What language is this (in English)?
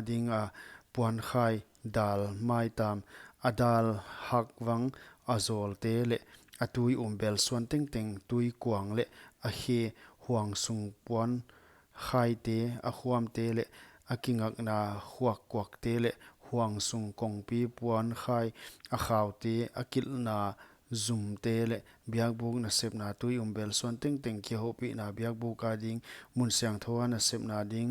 Paite Chin